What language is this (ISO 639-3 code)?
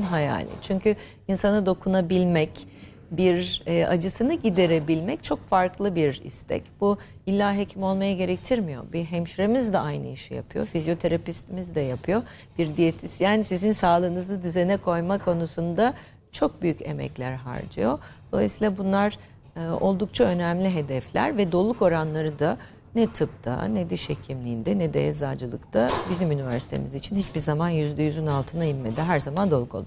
tur